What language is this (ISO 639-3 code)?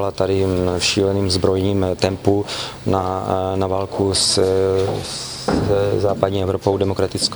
ces